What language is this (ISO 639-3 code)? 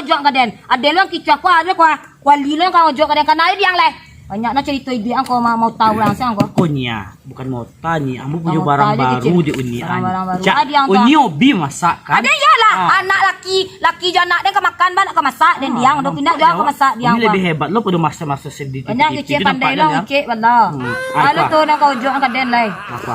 min